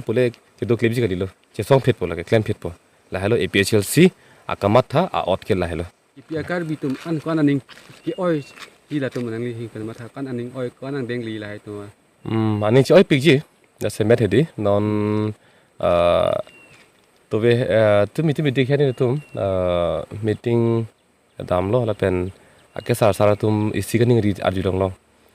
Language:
Karbi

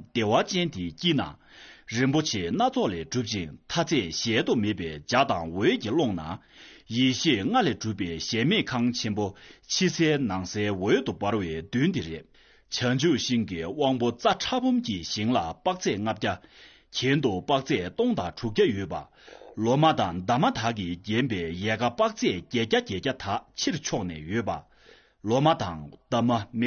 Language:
Tibetan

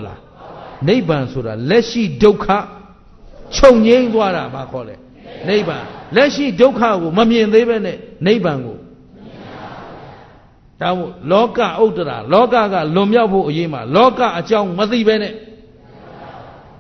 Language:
Burmese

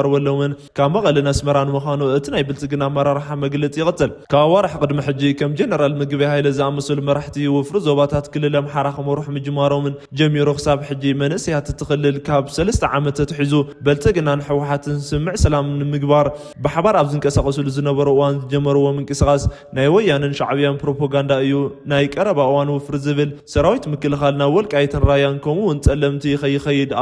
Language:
Tigrinya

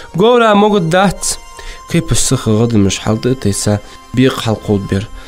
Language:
Ingush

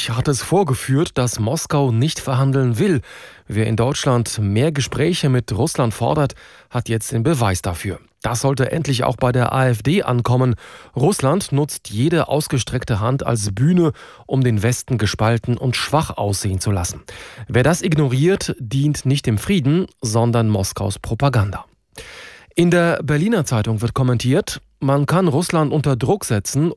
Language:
German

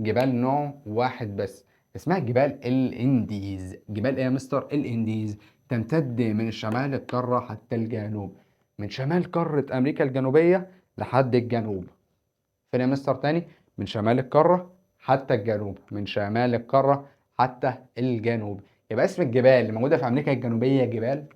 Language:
Egyptian Arabic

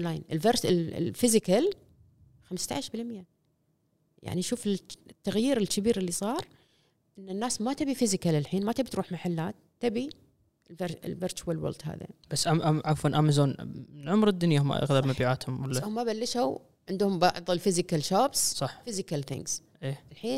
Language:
Gulf Arabic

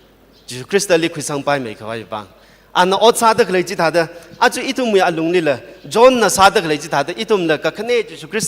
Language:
Tangkhul Naga (India)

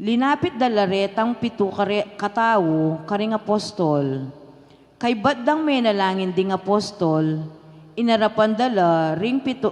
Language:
Pampanga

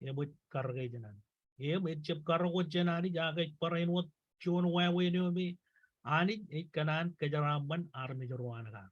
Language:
Marshallese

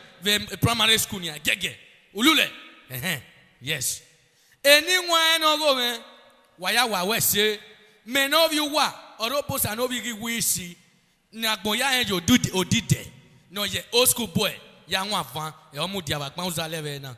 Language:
Bini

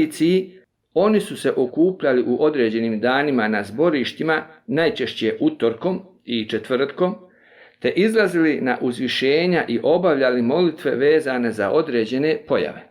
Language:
Bosnian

